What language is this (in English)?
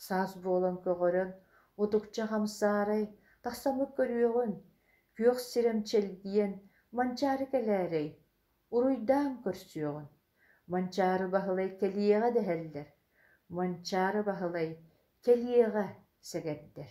Yakut